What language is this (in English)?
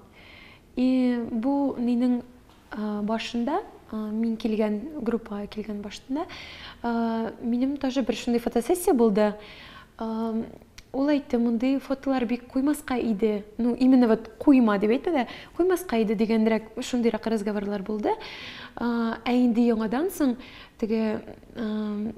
Tatar